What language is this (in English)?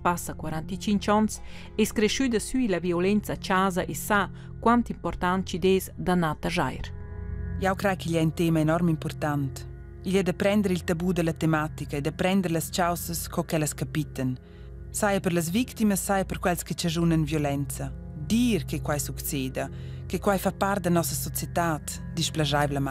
Romansh